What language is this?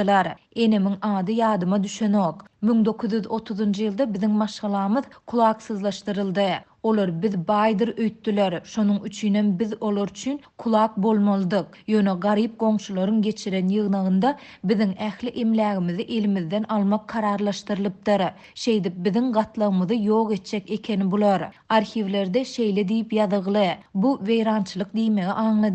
Turkmen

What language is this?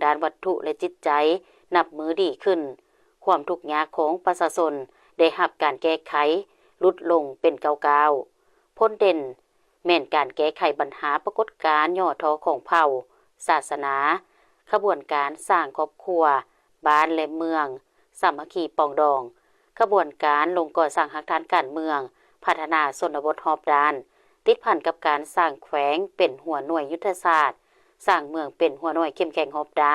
Lao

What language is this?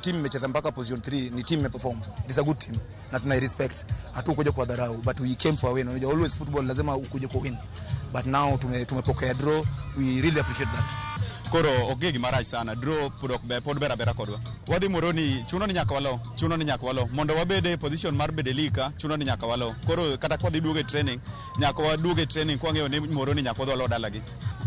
Luo (Kenya and Tanzania)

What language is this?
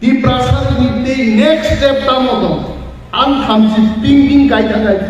Kok Borok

